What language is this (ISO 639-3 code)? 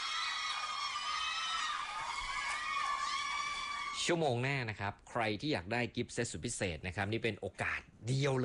tha